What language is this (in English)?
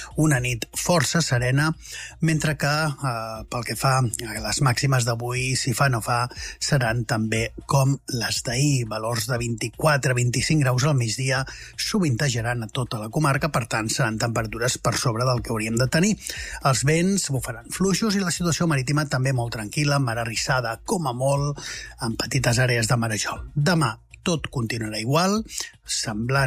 Catalan